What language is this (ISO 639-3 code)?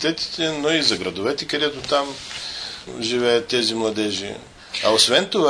bul